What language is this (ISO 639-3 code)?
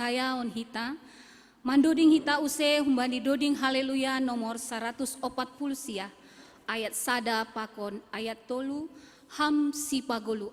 bts